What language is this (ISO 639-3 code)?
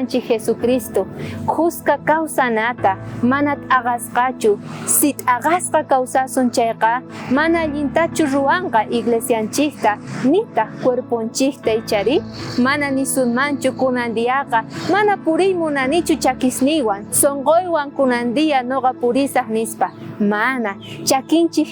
quh